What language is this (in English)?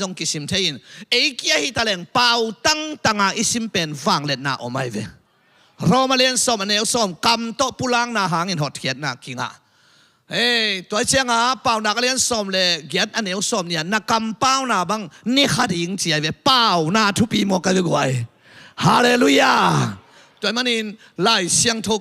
Tedim Chin